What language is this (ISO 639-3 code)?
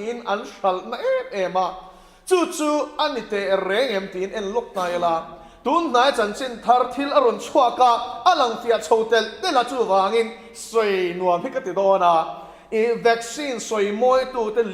lus